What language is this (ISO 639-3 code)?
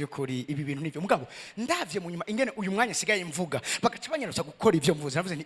run